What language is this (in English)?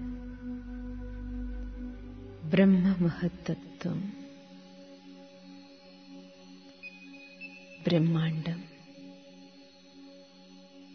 Malayalam